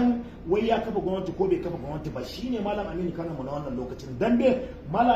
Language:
Hausa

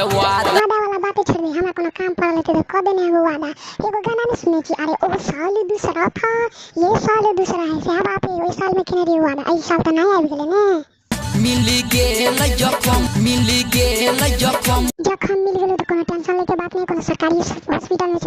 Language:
Maithili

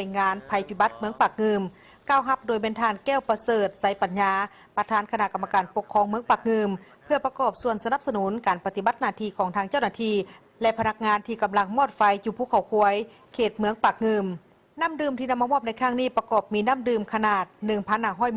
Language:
Lao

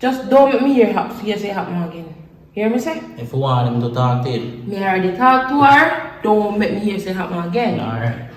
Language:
Jamaican Creole English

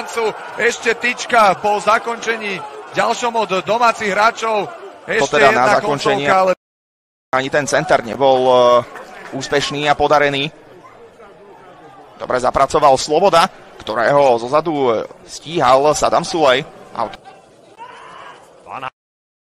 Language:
Slovak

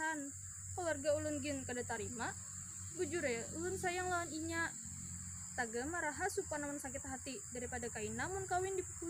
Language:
Banjar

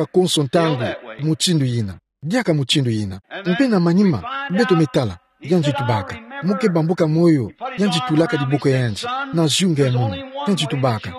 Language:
Kituba (Democratic Republic of Congo)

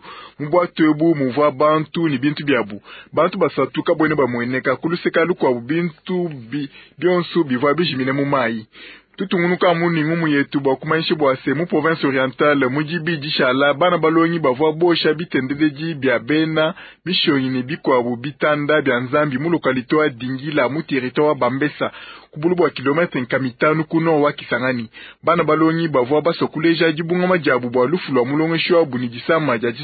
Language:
Luba-Lulua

